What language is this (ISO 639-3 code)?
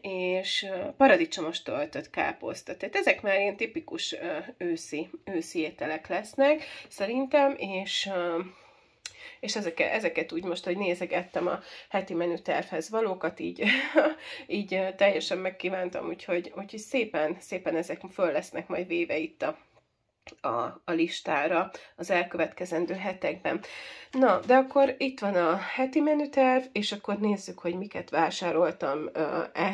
hun